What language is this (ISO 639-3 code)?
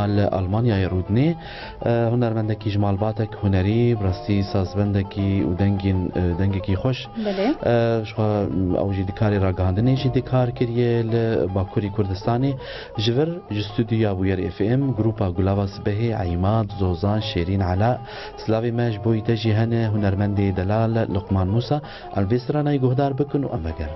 kur